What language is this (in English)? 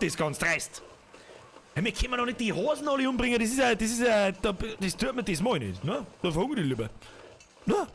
Bavarian